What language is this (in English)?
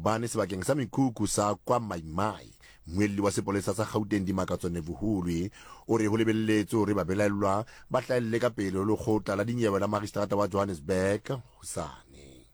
Southern Sotho